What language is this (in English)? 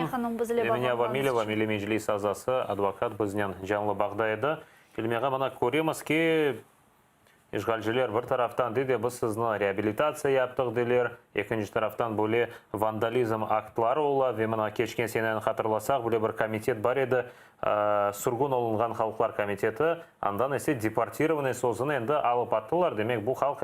Crimean Tatar